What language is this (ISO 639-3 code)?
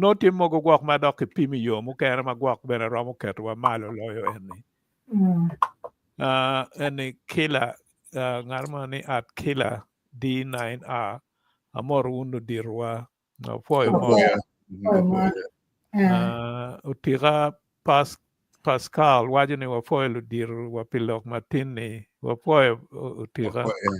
ach